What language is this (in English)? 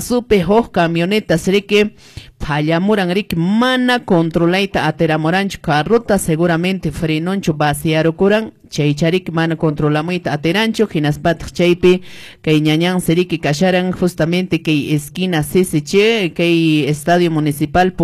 Quechua